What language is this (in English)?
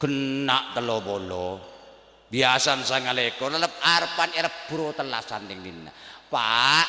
Madurese